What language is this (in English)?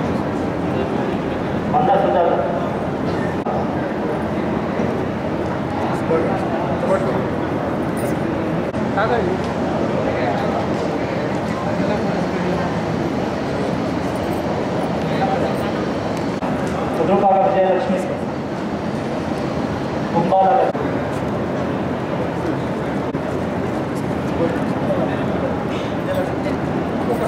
Telugu